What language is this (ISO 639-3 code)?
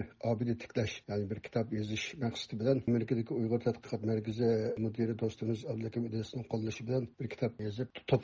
uig